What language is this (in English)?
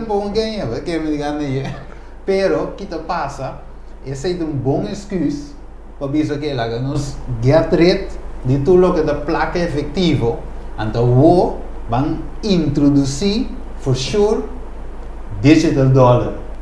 Papiamento